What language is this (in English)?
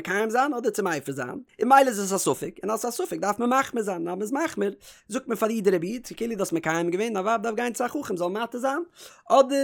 Yiddish